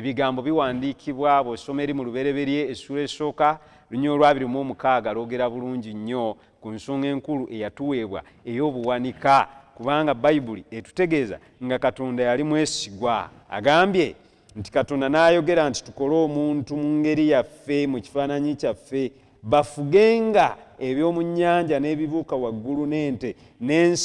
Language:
Ganda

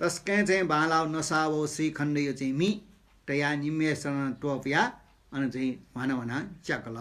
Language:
Newari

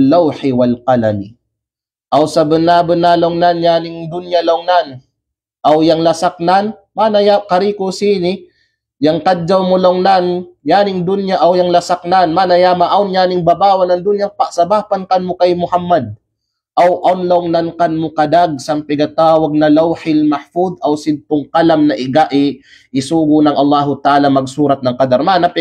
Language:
Kalagan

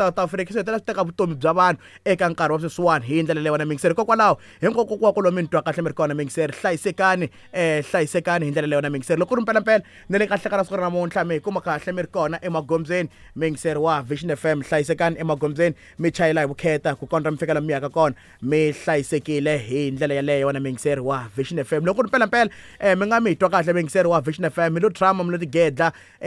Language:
Tsonga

